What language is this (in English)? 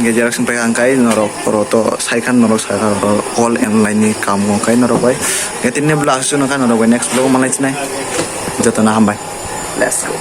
Kok Borok